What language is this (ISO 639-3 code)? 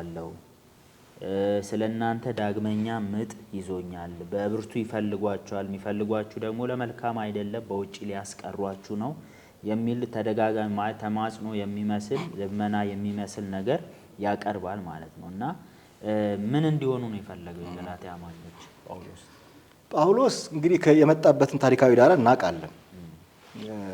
amh